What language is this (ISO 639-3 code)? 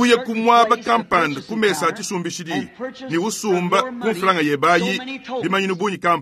lua